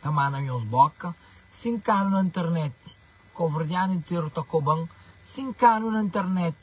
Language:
Kabuverdianu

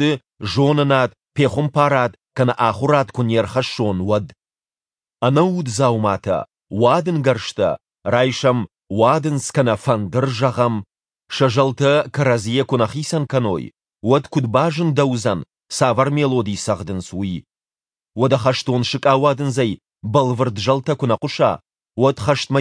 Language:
Ossetic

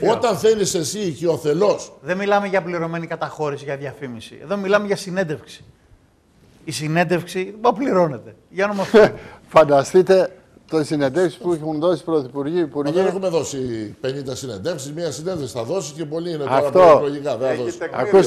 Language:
Greek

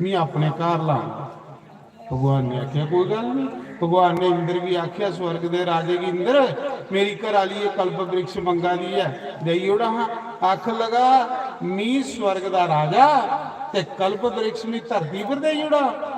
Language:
Dogri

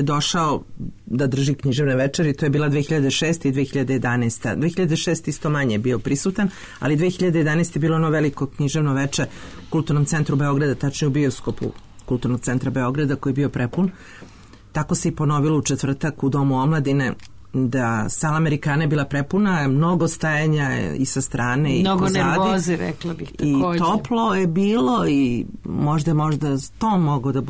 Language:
Serbian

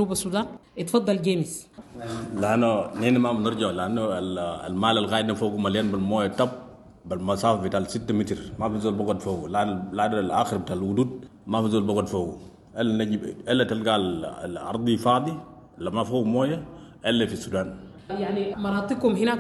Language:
Sudanese Arabic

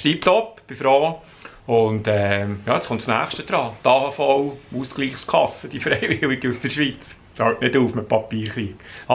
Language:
Swiss German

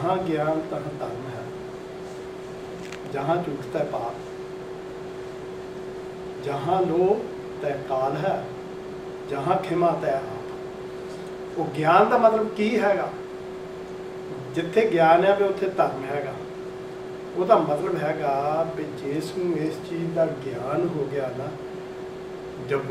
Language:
Punjabi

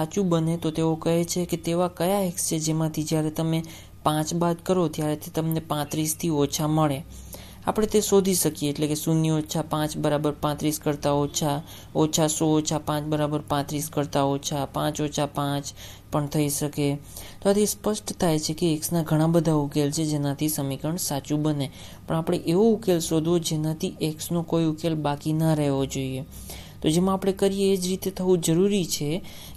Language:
Gujarati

